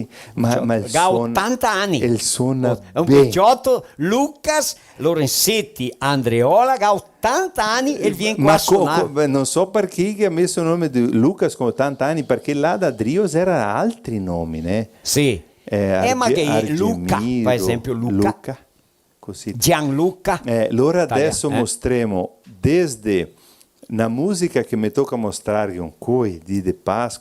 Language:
Venetian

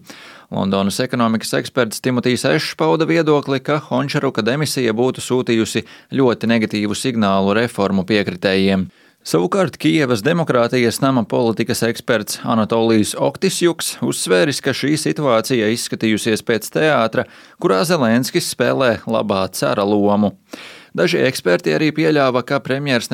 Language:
Latvian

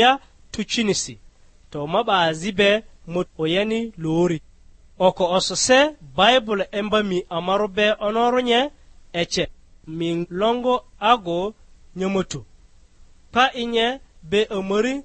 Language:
Lugbara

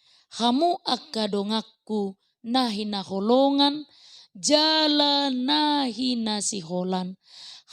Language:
Batak Toba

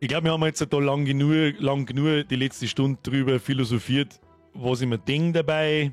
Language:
Bavarian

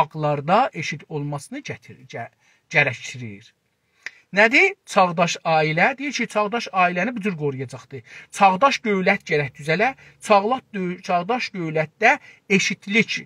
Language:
South Azerbaijani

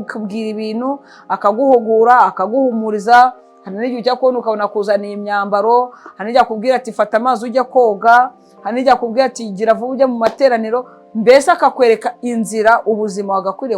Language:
Kinyarwanda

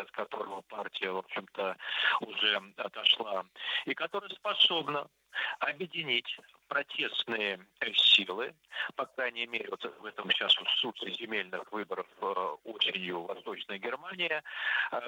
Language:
Russian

